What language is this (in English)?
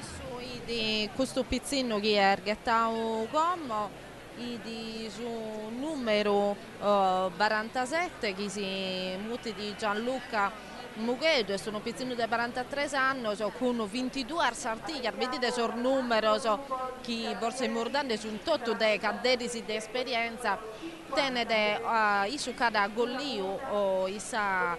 Sardinian